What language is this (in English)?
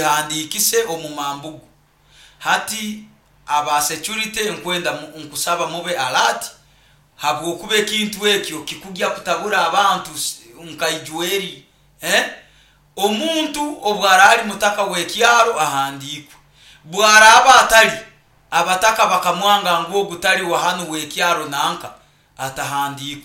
Nyoro